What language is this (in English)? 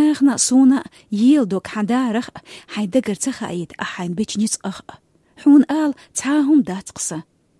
Chechen